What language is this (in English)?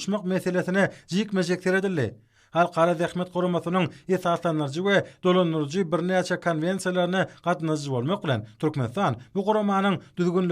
Turkmen